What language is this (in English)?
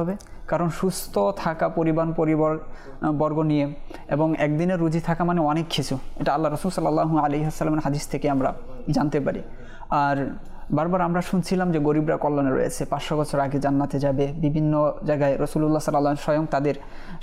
Bangla